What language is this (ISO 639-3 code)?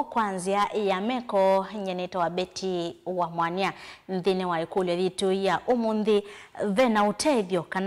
kam